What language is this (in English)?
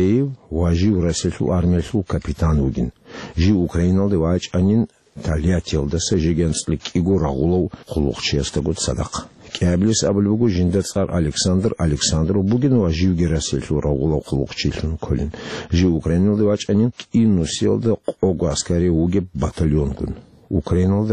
Avaric